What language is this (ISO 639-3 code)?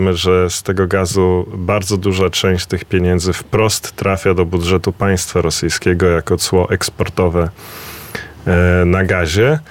pol